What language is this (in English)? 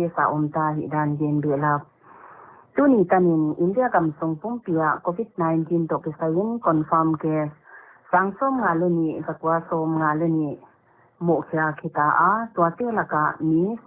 Paite Chin